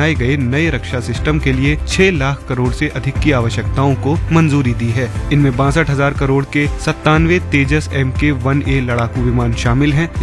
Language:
Hindi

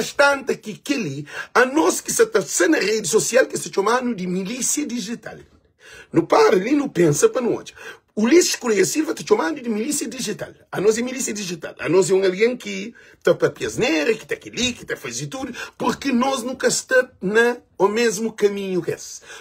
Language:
Kabuverdianu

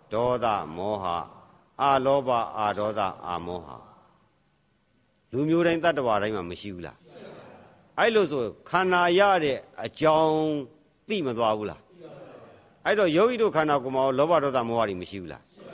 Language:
Burmese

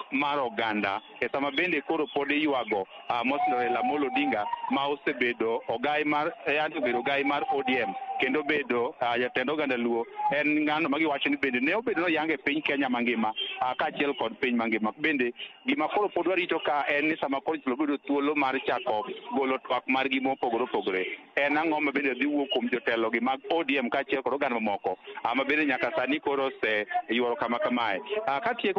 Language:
Luo (Kenya and Tanzania)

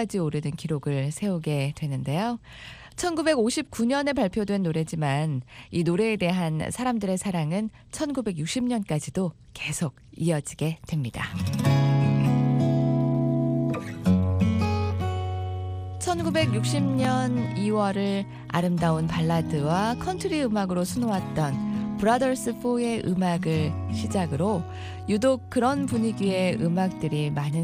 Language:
Korean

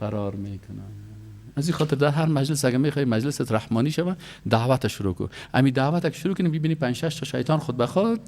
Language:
Persian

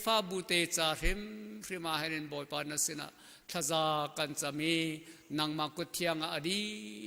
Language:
Hakha Chin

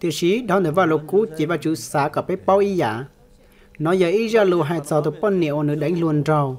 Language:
Hmong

